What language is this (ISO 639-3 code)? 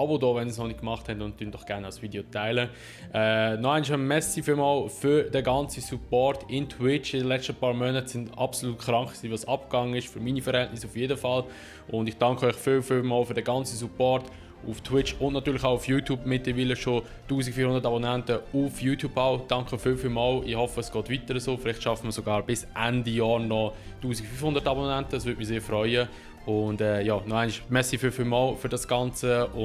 gsw